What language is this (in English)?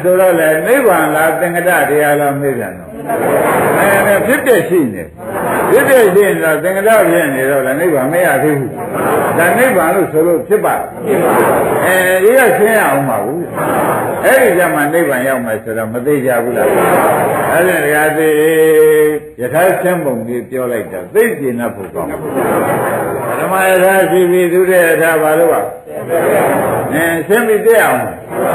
Burmese